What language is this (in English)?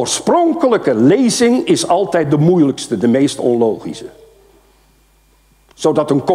Dutch